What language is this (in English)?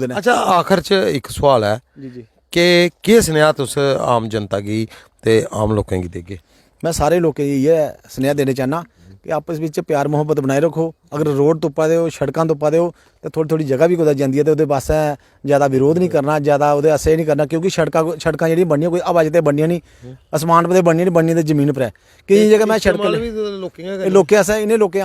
Dogri